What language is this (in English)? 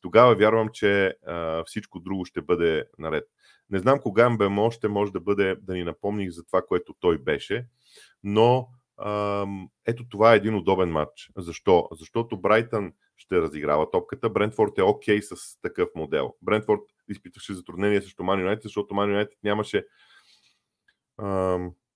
Bulgarian